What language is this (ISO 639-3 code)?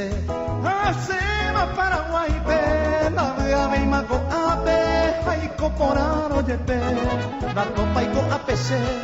grn